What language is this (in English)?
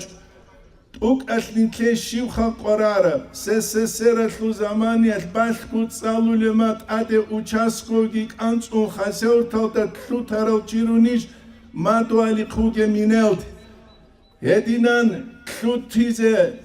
Avaric